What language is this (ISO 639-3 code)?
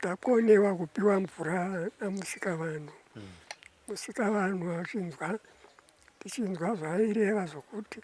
sna